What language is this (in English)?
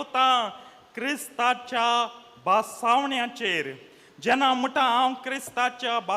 Konkani